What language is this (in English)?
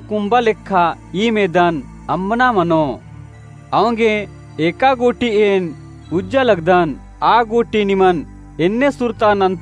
Kurukh